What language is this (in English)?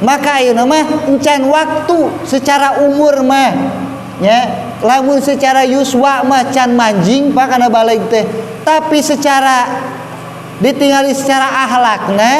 Sundanese